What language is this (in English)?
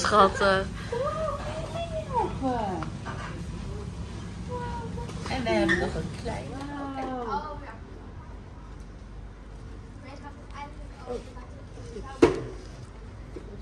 Dutch